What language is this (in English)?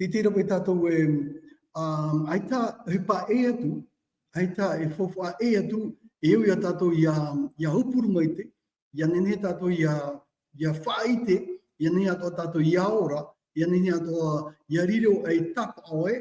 Tahitian